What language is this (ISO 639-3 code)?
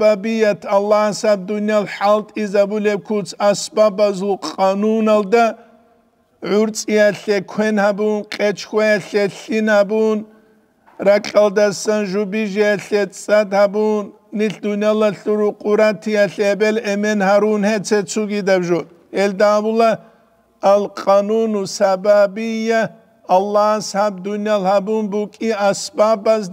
ava